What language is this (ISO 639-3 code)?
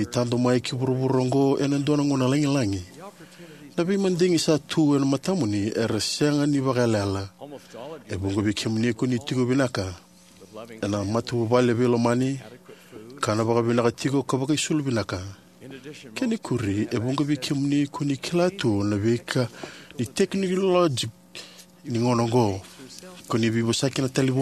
fij